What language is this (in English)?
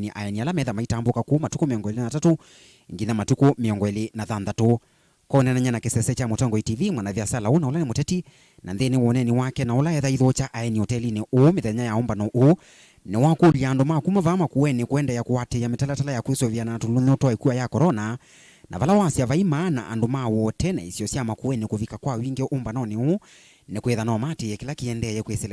Kamba